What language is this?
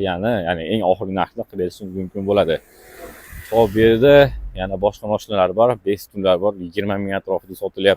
Uzbek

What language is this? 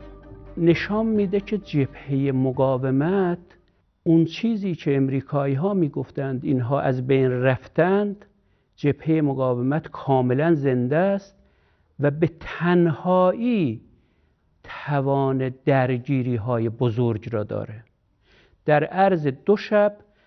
Persian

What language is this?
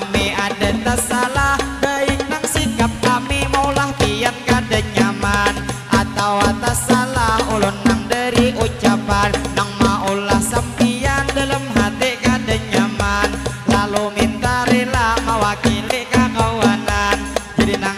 Banjar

